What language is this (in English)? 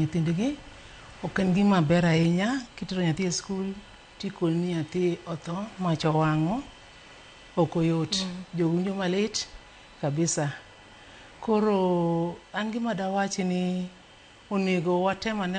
Luo (Kenya and Tanzania)